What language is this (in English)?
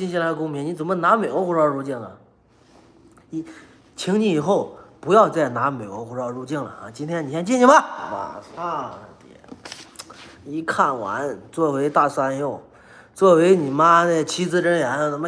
Chinese